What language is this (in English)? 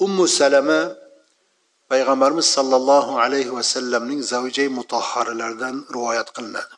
Uzbek